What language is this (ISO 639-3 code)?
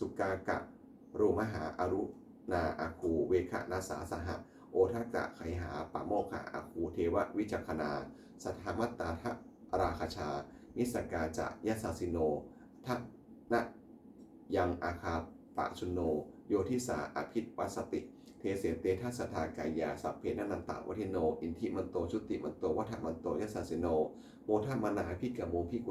pli